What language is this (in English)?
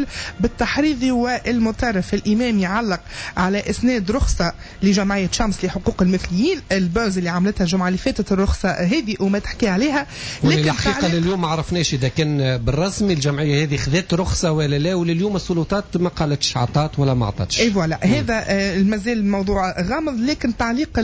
Tunisian Arabic